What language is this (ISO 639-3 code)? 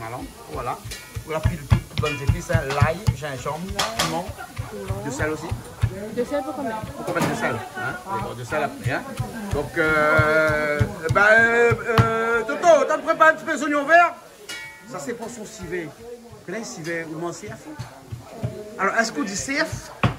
rcf